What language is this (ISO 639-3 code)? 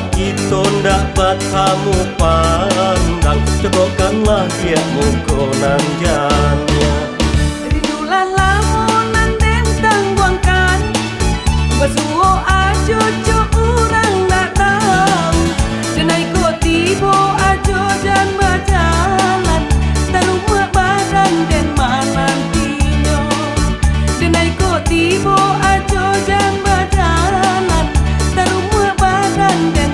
min